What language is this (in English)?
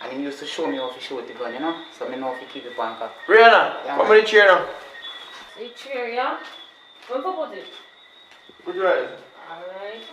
Jamaican Creole English